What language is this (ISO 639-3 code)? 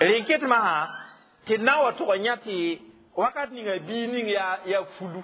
mos